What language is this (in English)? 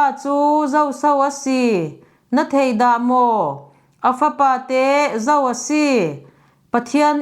Falam Chin